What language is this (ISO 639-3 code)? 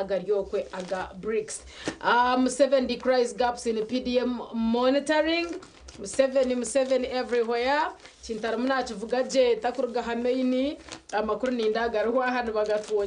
nyn